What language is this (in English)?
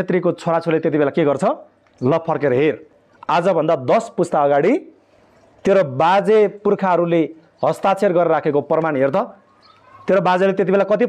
Nepali